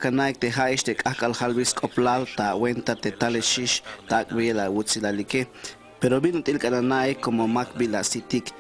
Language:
Tzeltal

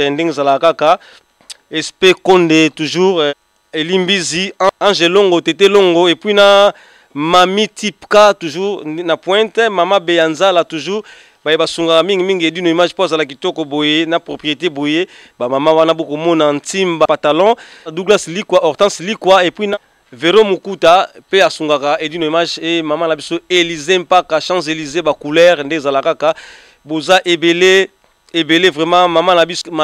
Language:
Lingala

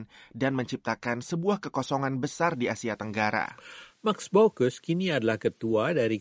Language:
Indonesian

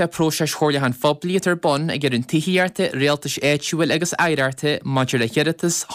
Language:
Irish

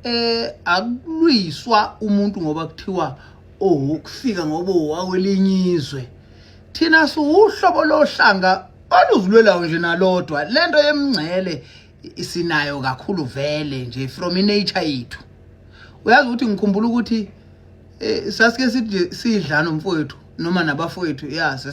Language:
Zulu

